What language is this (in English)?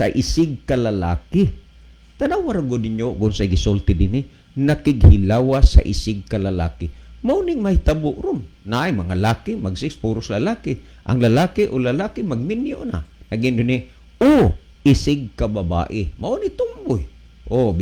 Cebuano